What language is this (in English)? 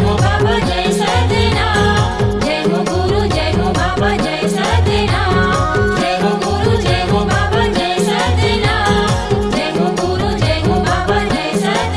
Chhattisgarhi